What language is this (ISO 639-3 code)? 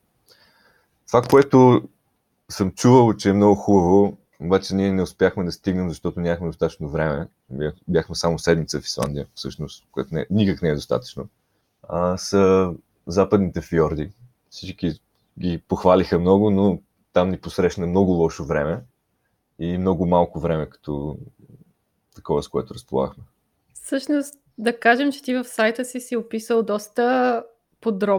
bul